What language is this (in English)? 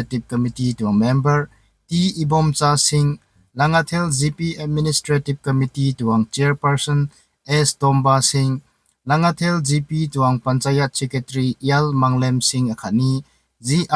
Rongmei Naga